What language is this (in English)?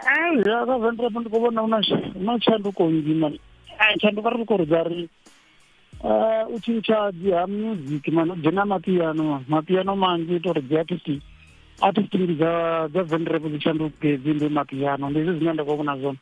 Venda